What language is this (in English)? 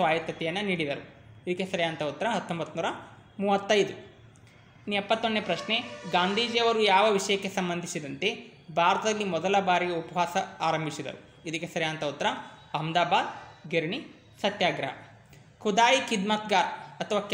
Kannada